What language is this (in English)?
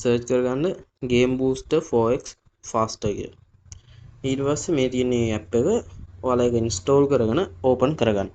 Sinhala